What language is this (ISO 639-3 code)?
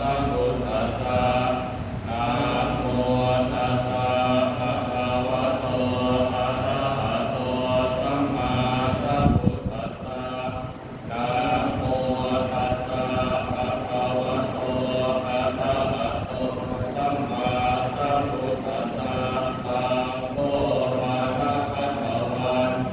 pli